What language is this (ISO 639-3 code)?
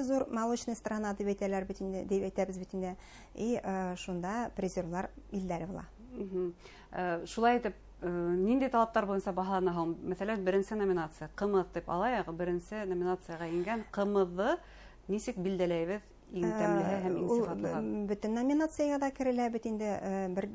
bak